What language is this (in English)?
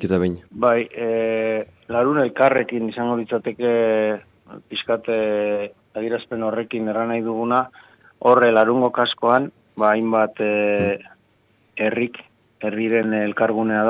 Basque